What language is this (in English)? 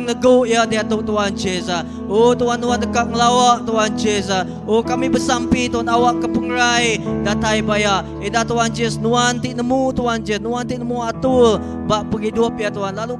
Iban